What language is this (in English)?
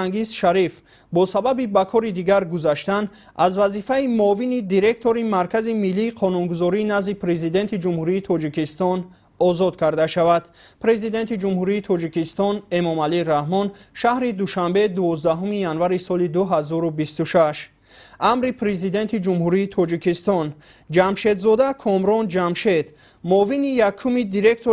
Tajik